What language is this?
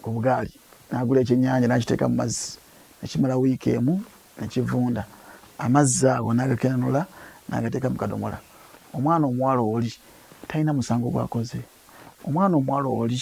Ganda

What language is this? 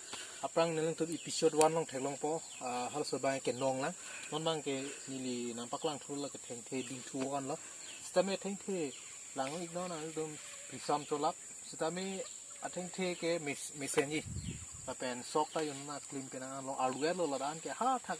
Karbi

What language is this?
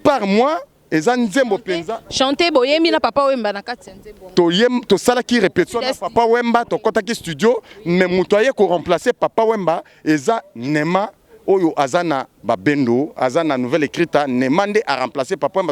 Lingala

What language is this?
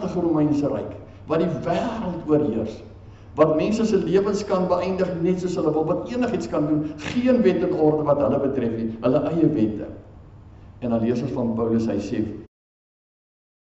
Afrikaans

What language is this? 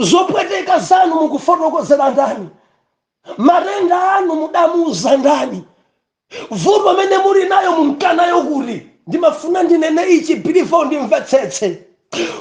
Nyanja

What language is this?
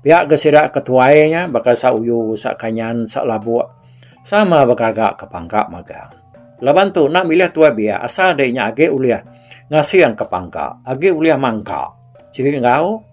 Iban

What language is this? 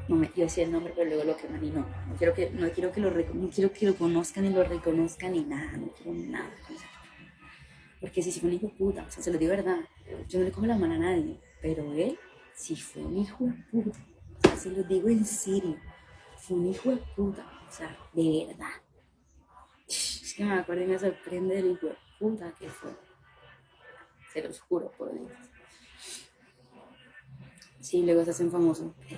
Spanish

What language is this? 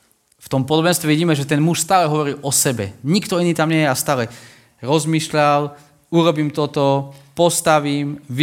Slovak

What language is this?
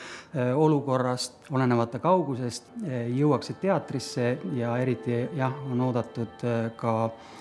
Estonian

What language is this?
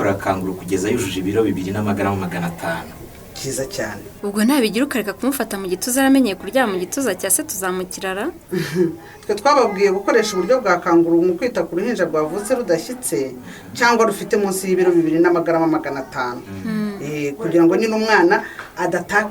Kinyarwanda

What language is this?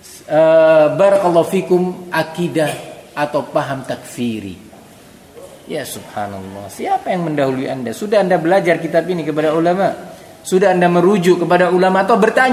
Indonesian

